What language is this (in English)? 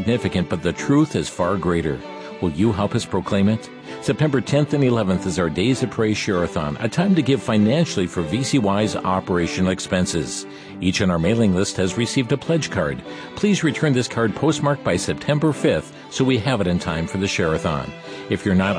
English